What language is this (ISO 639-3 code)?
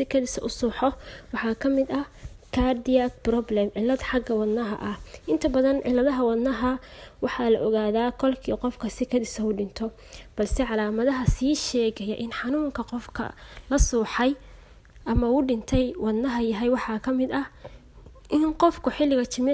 som